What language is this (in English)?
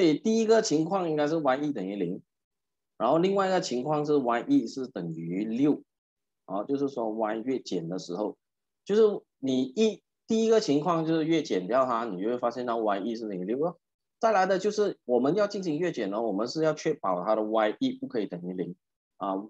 Chinese